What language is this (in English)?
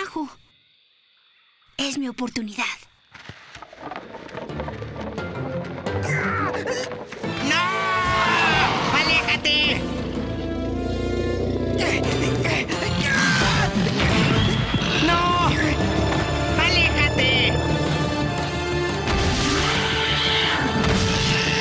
Spanish